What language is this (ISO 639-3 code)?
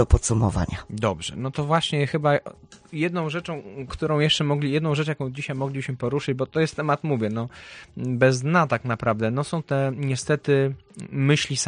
pol